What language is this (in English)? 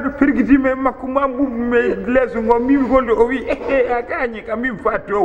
Fula